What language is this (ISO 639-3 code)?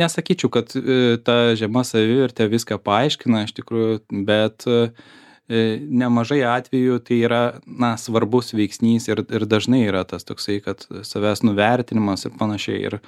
lit